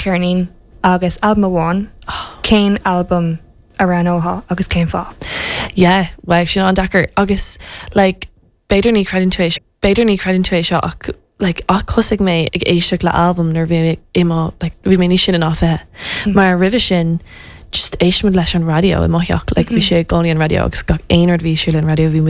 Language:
Irish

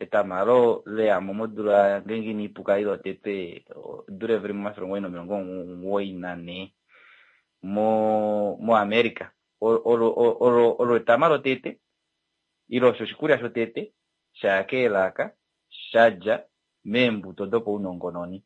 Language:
Kuanyama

